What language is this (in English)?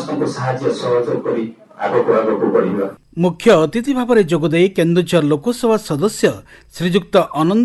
Odia